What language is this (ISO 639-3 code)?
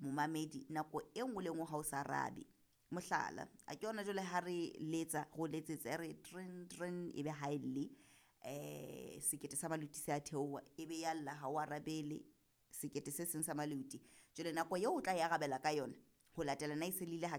sot